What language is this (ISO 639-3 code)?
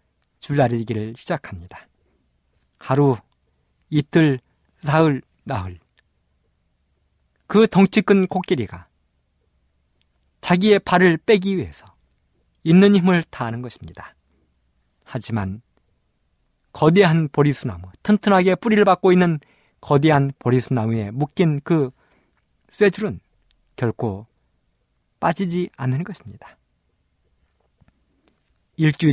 kor